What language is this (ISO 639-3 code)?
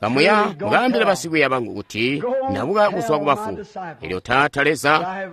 toi